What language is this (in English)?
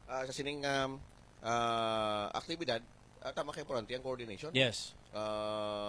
Hiligaynon